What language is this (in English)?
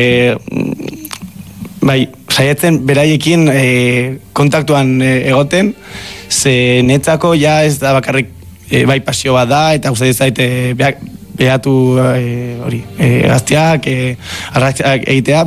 Basque